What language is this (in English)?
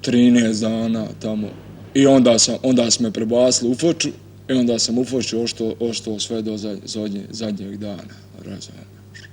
Bosnian